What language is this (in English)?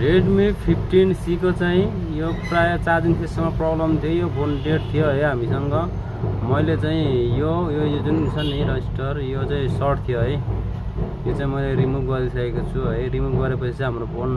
Nepali